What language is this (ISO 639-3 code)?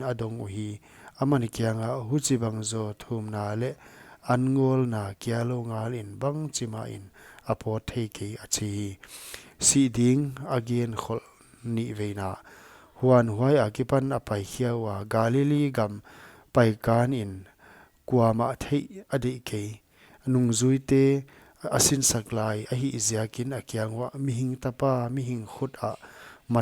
pck